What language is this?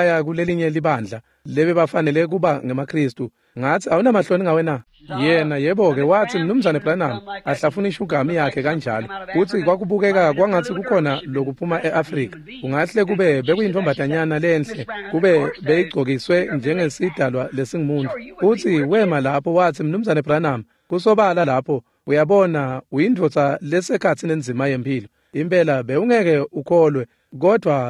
Swati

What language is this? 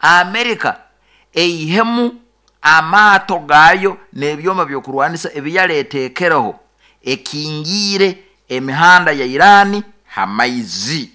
Nyoro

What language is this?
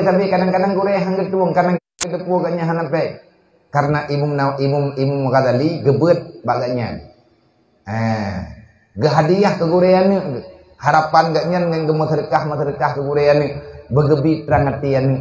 Achinese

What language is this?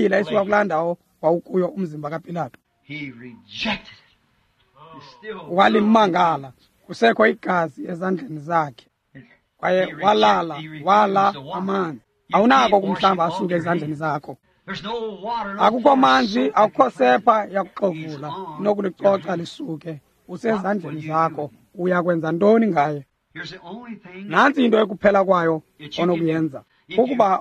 Xhosa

